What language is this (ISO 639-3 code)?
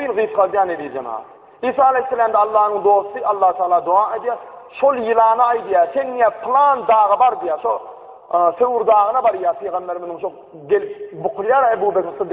tuk